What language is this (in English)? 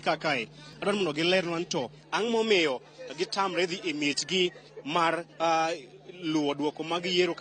Luo (Kenya and Tanzania)